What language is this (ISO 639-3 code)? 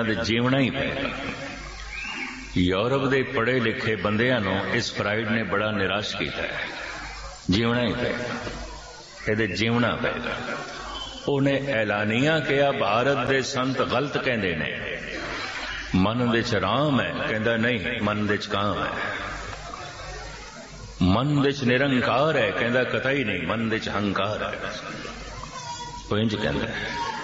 pan